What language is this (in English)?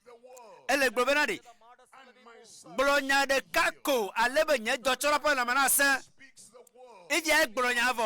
Ewe